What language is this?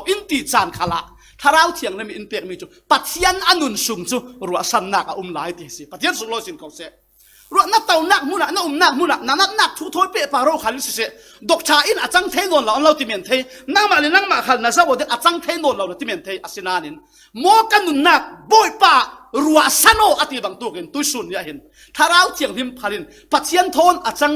Falam Chin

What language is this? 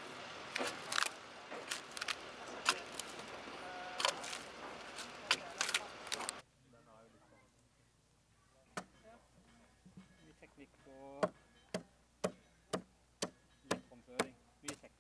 Norwegian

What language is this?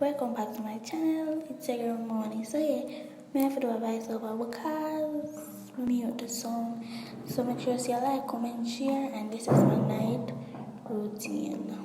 Jamaican Creole English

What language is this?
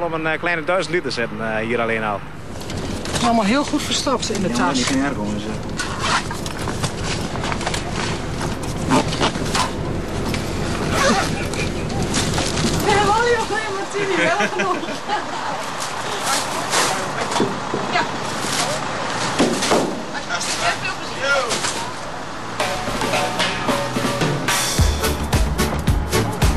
Dutch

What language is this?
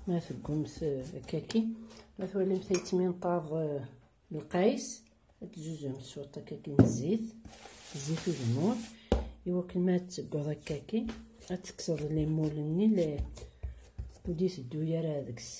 Kabyle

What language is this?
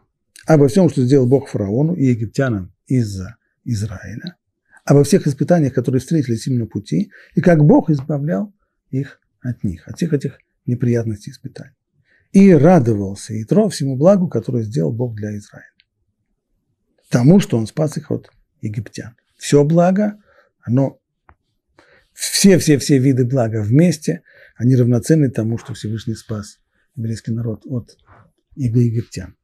Russian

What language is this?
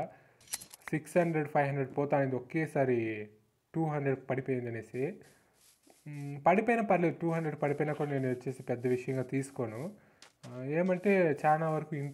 Telugu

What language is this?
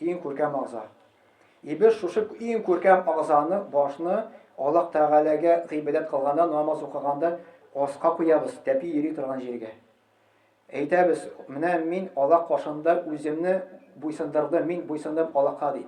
Tatar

